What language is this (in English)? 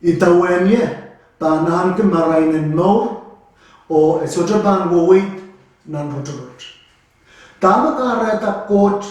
Pohnpeian